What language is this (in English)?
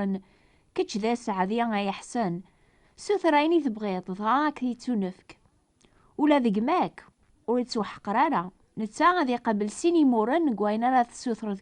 Kabyle